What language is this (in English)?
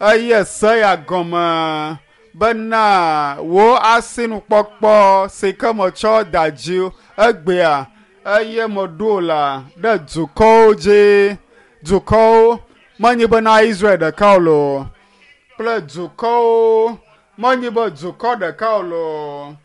Ewe